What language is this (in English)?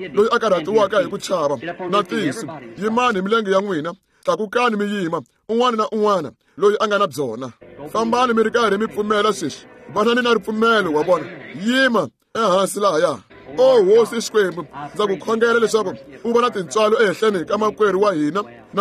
Tsonga